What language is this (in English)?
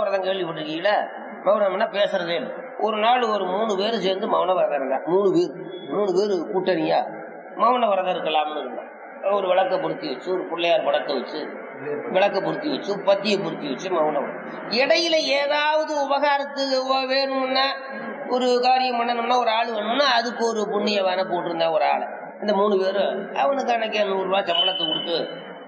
Tamil